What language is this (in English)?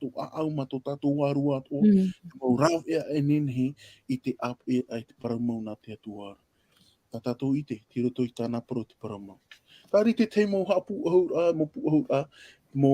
Tahitian